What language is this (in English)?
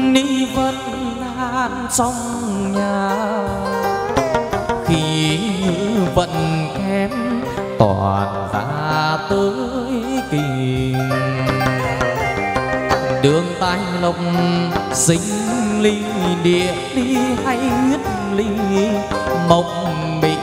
Vietnamese